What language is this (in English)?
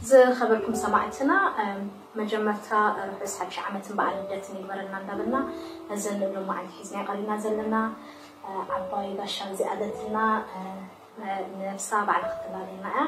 Tigrinya